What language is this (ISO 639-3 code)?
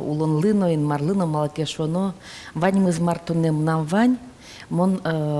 udm